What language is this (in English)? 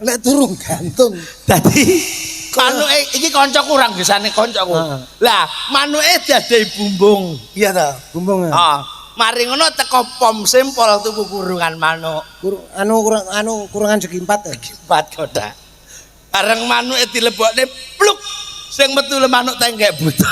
Javanese